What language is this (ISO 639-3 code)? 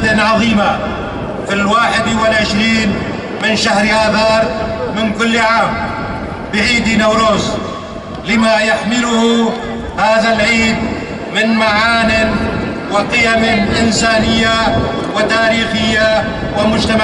kur